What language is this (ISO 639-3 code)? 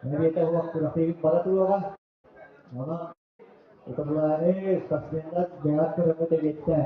sah